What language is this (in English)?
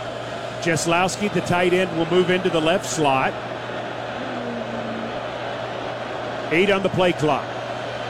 English